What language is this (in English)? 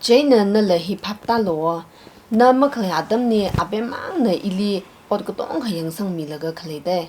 Tangkhul Naga (India)